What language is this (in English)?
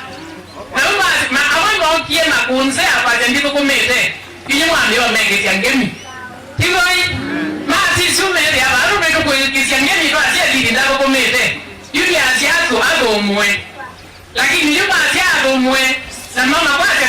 Kamba